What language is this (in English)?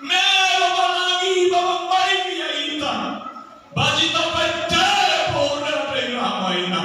Nias